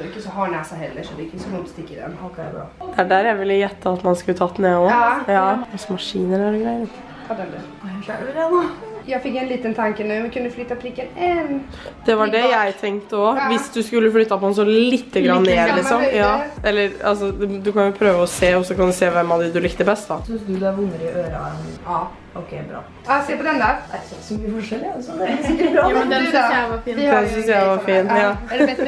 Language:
Norwegian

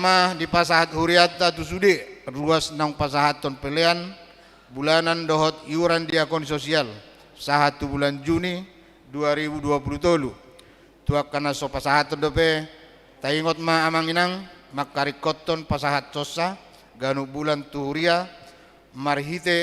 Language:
Batak Toba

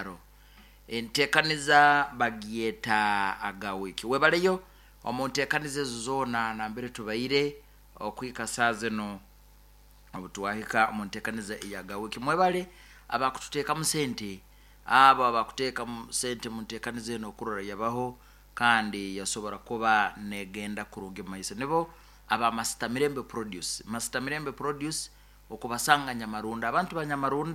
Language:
Nyoro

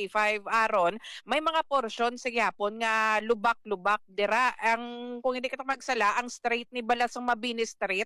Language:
Hiligaynon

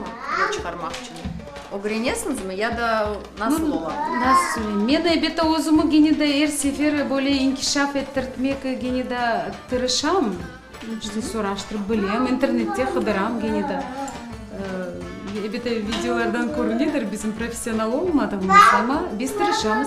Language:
Crimean Tatar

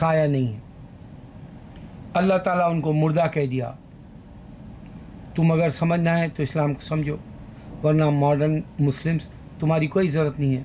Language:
Urdu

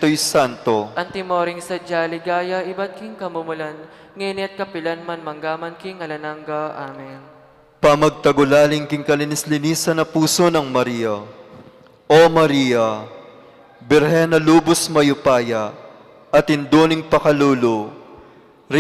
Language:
Pampanga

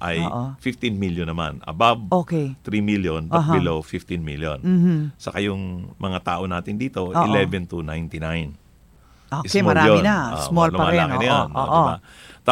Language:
Filipino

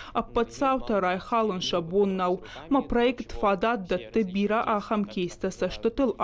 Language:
Ossetic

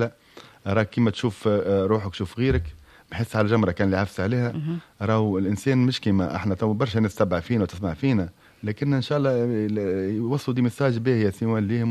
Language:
Tunisian Arabic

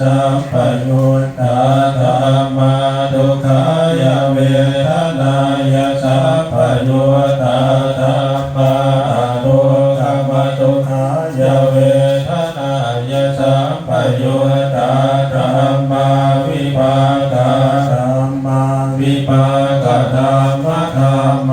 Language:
Pali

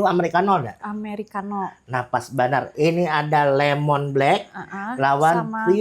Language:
Banjar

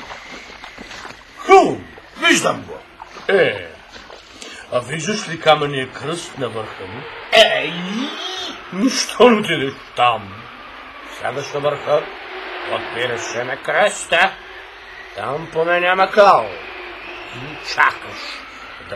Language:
Bulgarian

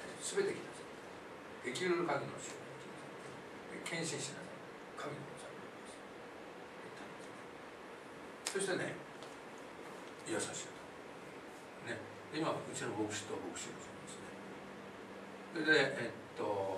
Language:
Japanese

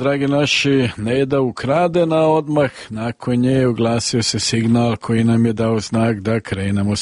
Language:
Croatian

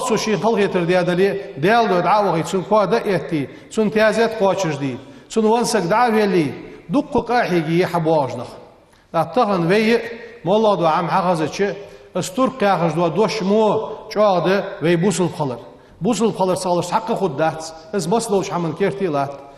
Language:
Ingush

